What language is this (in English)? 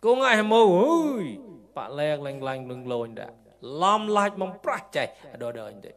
Mon